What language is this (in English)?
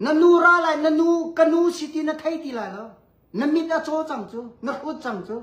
Hakha Chin